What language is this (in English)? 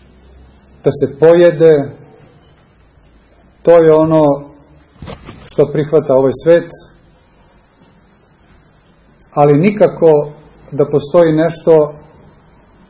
Serbian